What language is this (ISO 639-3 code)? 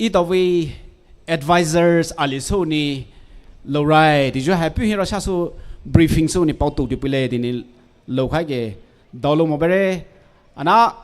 pmx